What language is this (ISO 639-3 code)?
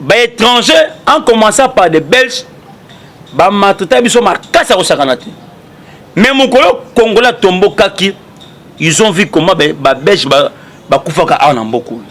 lin